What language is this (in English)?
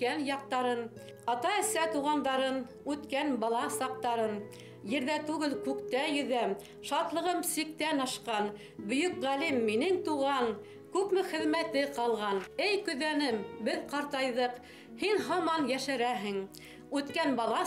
Bashkir